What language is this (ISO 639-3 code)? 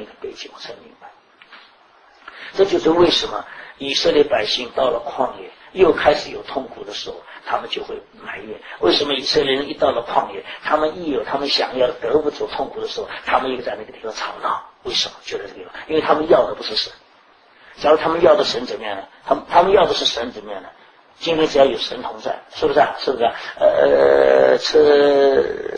zho